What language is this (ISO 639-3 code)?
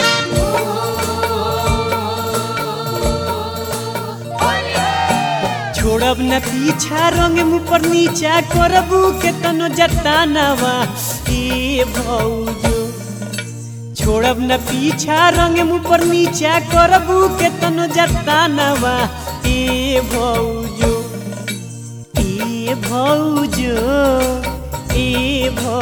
bho